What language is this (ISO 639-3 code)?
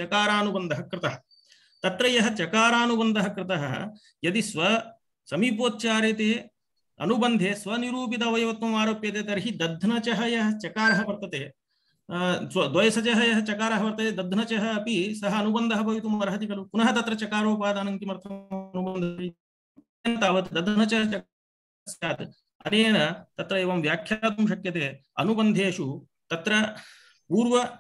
san